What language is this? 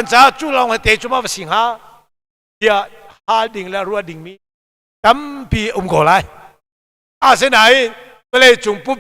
Hakha Chin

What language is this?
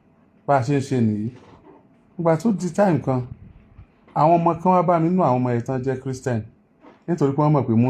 Yoruba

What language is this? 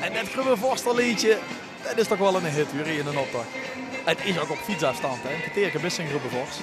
Limburgish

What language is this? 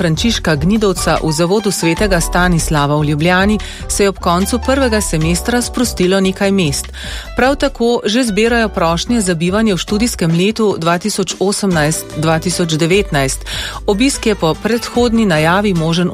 Slovenian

